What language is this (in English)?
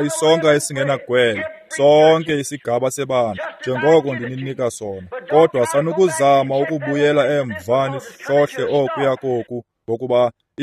Xhosa